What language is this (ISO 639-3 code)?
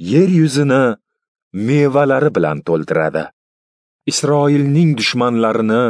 uzb